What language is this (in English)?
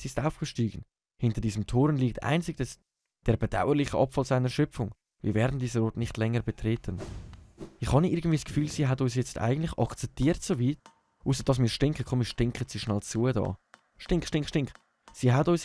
Swiss German